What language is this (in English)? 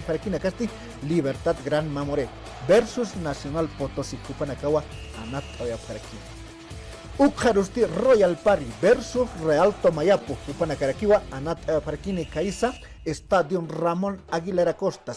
Aymara